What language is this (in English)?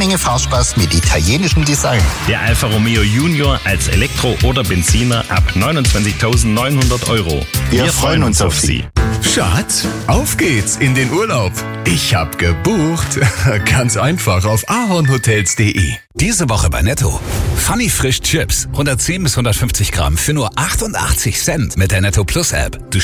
German